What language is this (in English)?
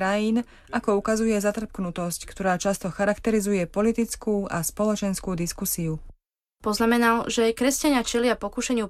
Slovak